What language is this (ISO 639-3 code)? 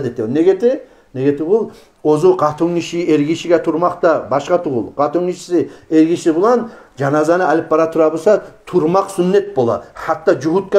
kum